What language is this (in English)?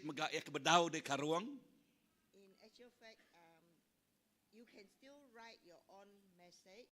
Iban